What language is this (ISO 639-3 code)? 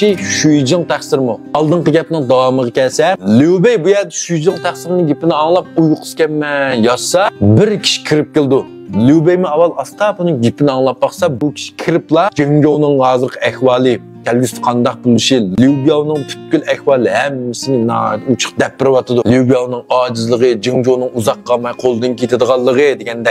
uig